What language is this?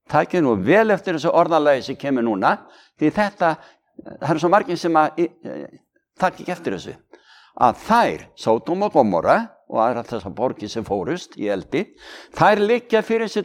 Icelandic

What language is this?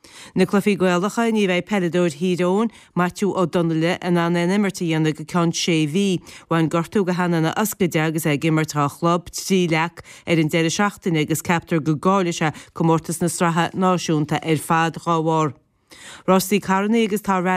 Irish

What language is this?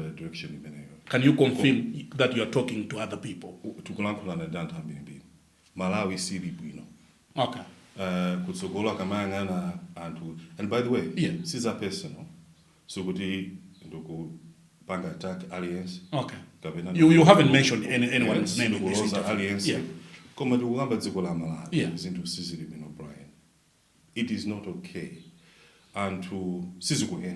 Nyanja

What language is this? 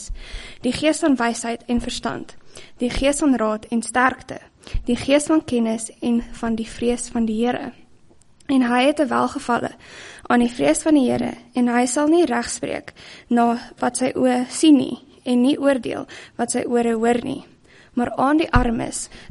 Afrikaans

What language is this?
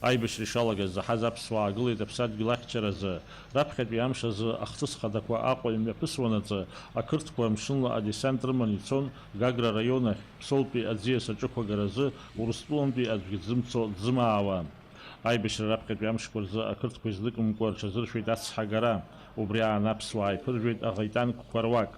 Abkhazian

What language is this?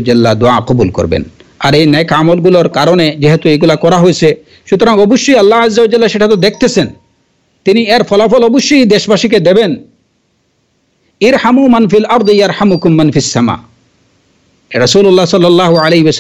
Bangla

